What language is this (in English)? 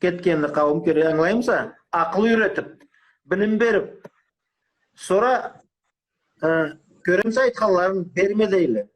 Karachay-Balkar